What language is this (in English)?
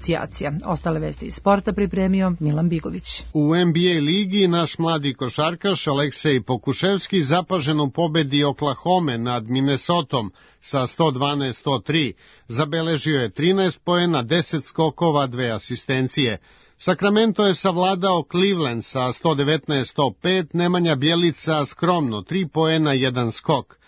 Serbian